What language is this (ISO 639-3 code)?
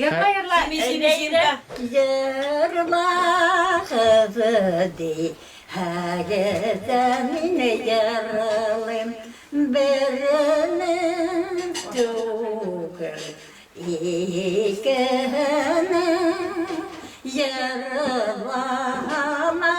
bak